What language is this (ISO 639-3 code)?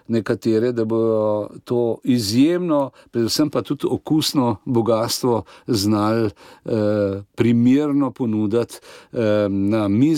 slv